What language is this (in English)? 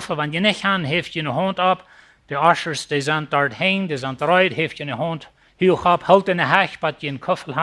Plautdietsch